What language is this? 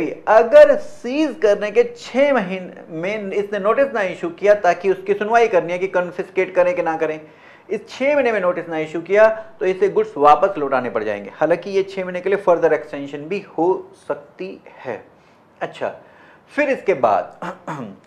Hindi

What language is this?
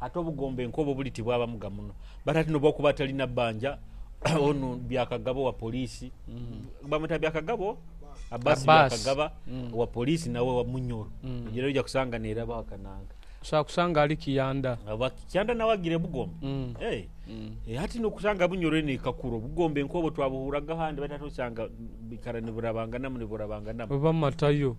Nyoro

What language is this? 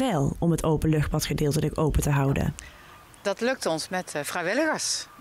Dutch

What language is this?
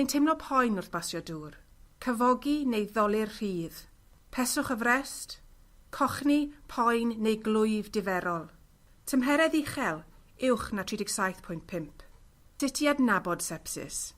Welsh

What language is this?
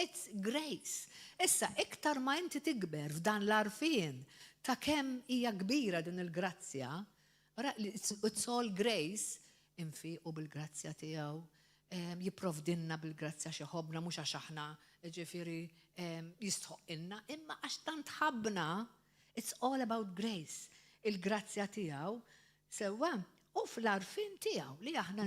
Maltese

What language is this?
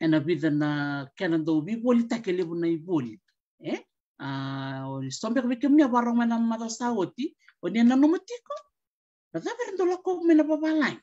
Fijian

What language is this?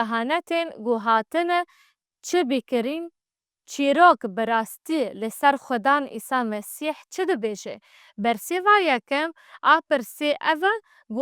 Kurdish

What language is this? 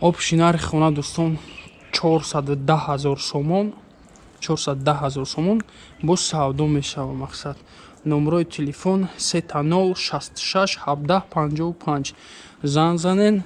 Tajik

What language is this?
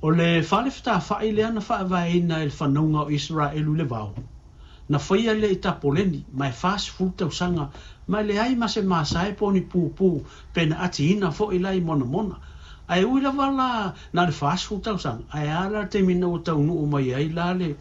Samoan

